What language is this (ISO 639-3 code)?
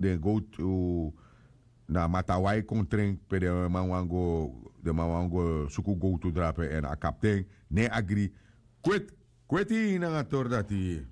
srn